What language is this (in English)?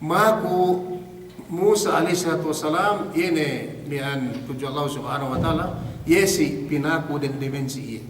Yakan